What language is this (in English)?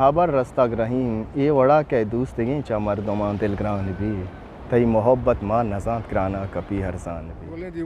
Eastern Balochi